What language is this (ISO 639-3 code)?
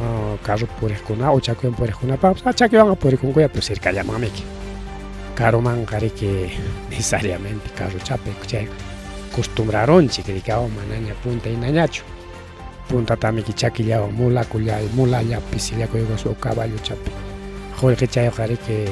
quy